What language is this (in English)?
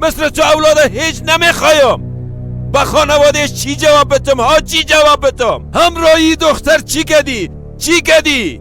Persian